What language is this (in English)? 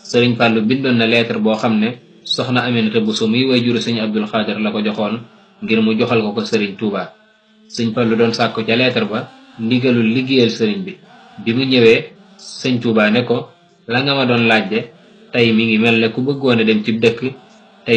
Wolof